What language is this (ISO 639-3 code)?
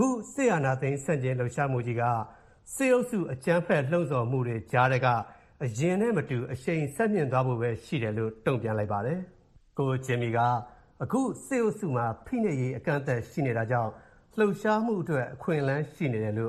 mya